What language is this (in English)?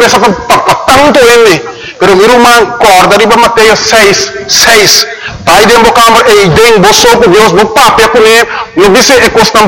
Papiamento